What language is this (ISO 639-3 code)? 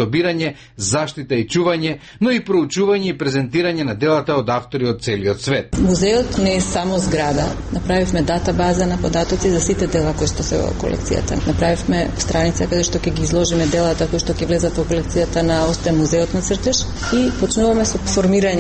mkd